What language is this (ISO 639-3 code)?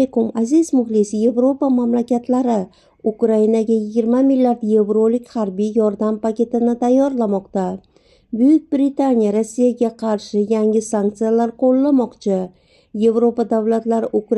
uzb